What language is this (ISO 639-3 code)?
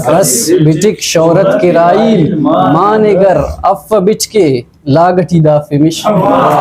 brh